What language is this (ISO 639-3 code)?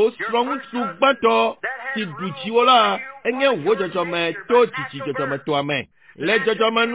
ewe